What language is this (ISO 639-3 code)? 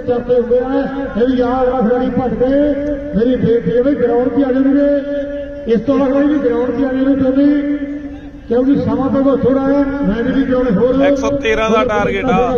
pan